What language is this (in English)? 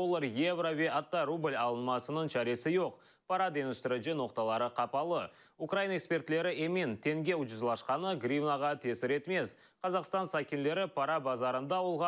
Crimean Tatar